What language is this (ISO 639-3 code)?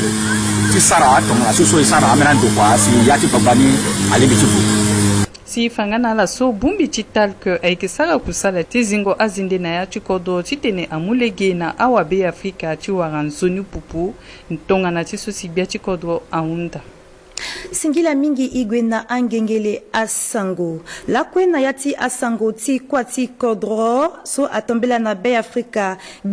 sag